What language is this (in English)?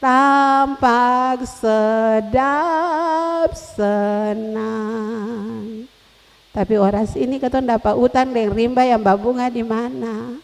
Ambonese Malay